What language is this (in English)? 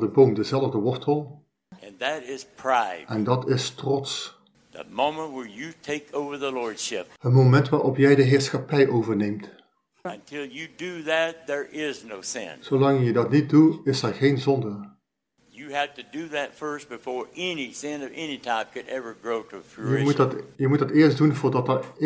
Dutch